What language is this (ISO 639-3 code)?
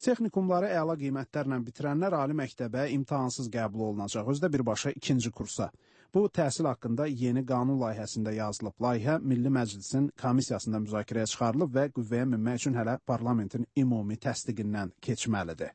aze